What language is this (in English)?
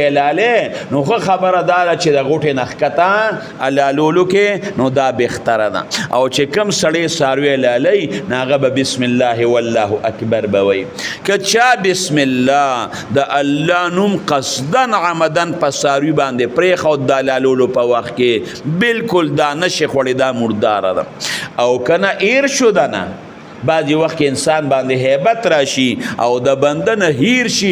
Pashto